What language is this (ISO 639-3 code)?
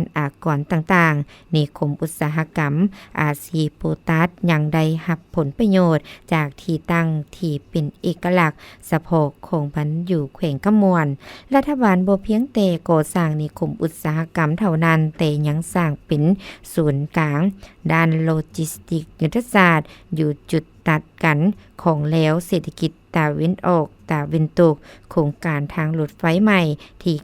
lao